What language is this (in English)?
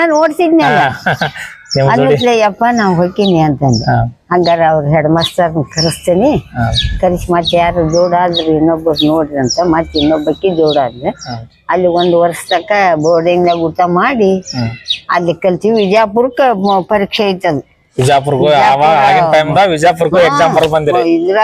Kannada